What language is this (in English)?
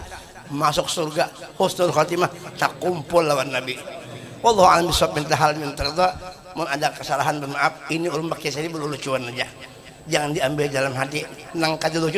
Banjar